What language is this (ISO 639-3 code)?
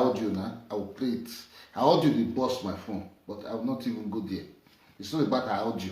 pcm